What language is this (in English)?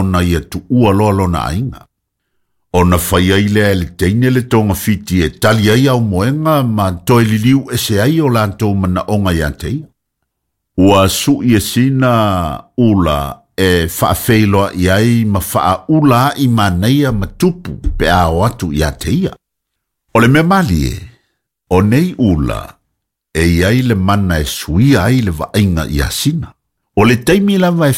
Samoan